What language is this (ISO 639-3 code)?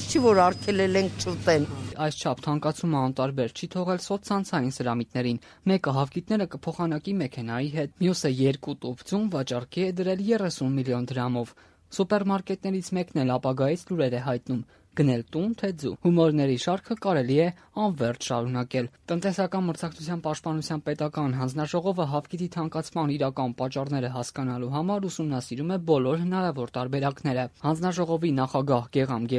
hye